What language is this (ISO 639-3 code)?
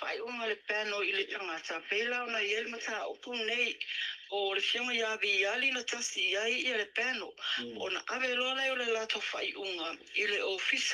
smo